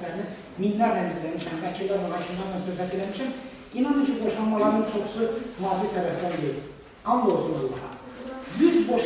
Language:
Azerbaijani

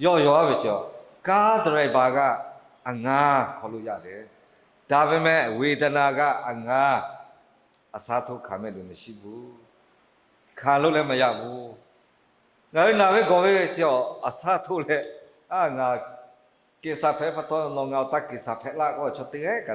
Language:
Lahu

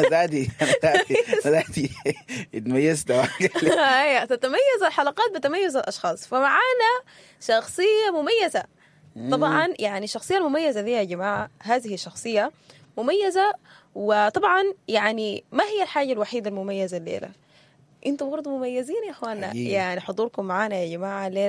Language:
Sudanese Arabic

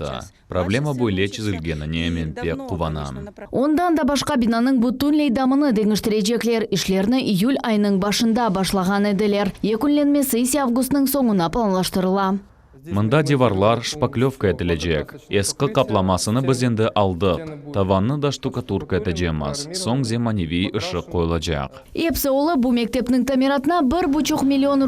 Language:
Crimean Tatar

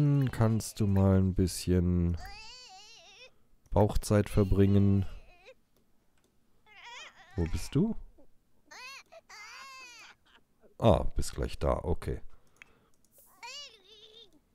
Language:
German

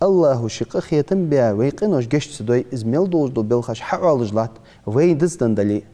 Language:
Ingush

